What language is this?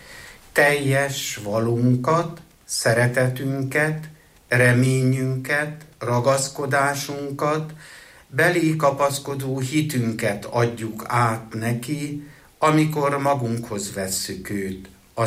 Hungarian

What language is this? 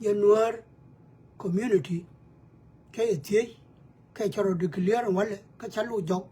Nuer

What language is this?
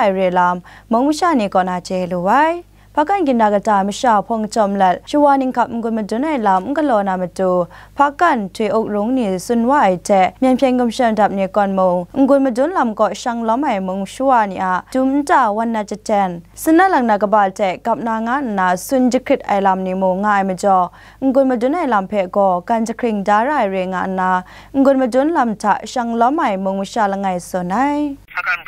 Kachin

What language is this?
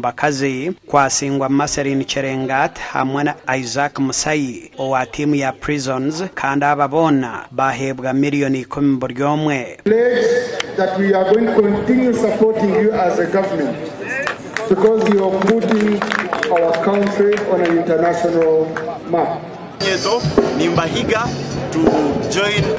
Nyankole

